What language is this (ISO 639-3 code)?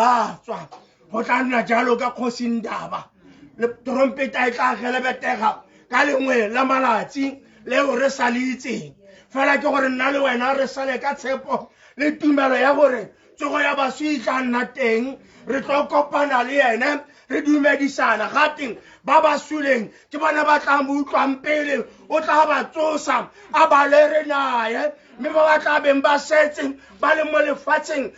tsn